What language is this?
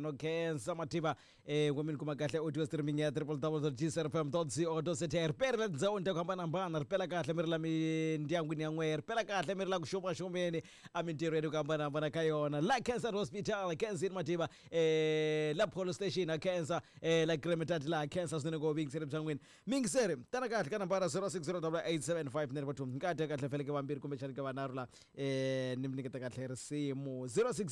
Tsonga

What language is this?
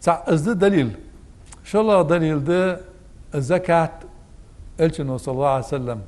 Ingush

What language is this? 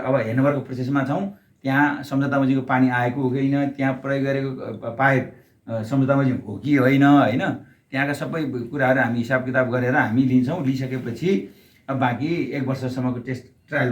Nepali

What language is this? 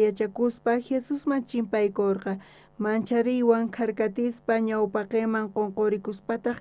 South Bolivian Quechua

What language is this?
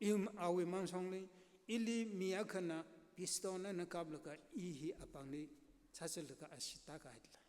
Tangkhul Naga (India)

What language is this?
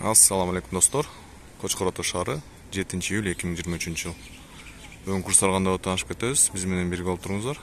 Kyrgyz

